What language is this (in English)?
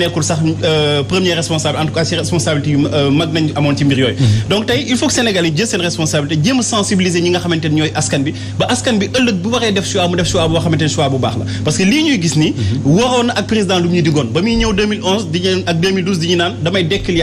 Wolof